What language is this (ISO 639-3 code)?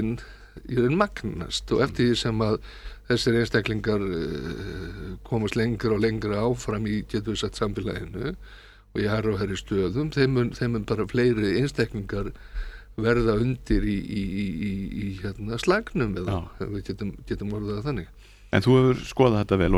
isl